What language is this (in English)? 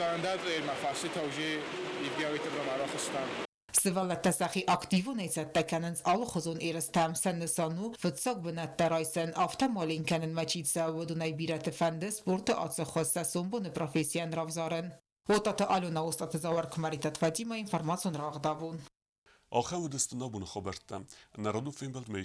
Ossetic